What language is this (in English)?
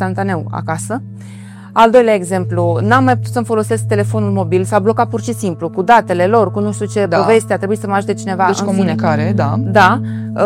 Romanian